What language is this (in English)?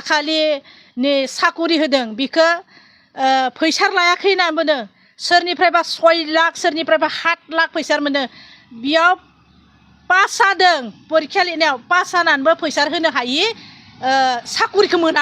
Bodo